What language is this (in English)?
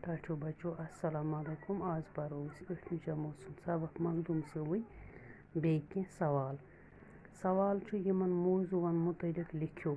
Kashmiri